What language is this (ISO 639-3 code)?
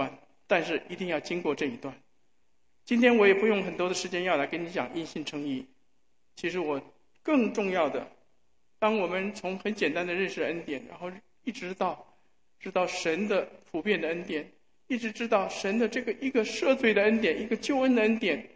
zho